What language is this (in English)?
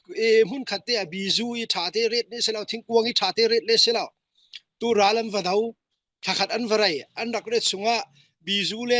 Falam Chin